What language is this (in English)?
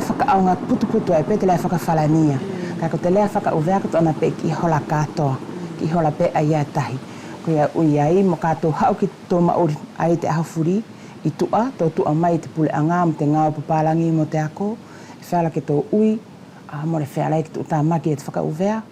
Wallisian